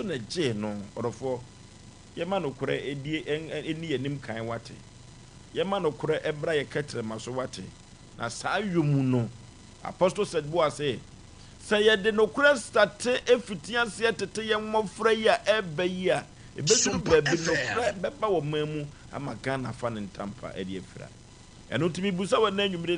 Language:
Akan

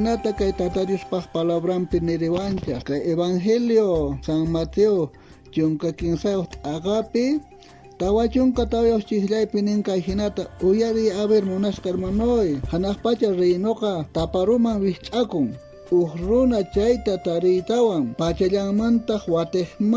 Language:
South Bolivian Quechua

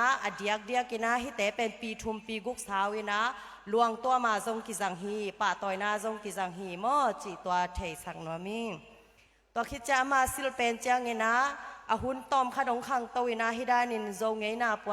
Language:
Tedim Chin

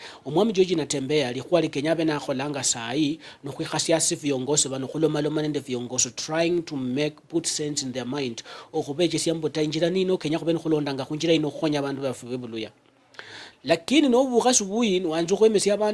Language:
Luyia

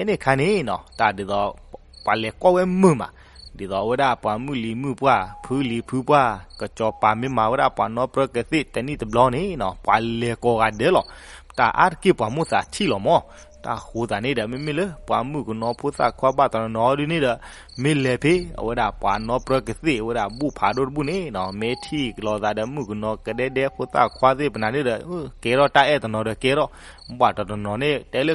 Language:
S'gaw Karen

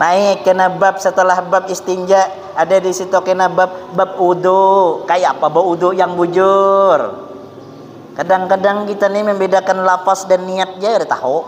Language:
Banjar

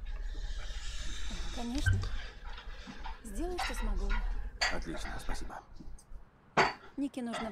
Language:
Russian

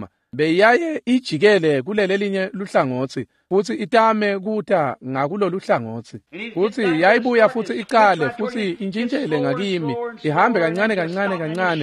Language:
Swati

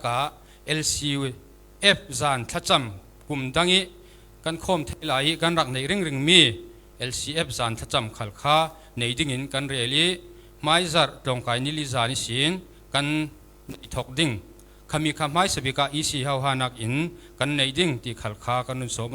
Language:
Falam Chin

